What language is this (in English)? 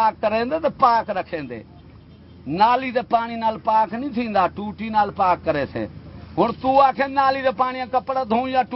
Saraiki